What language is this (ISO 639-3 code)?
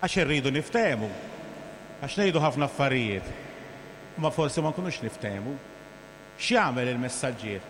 mlt